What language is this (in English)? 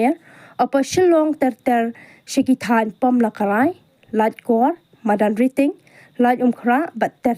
Khasi